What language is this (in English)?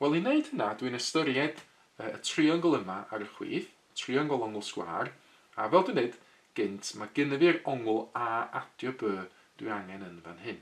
Welsh